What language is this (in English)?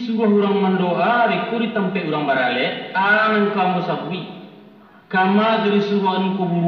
Minangkabau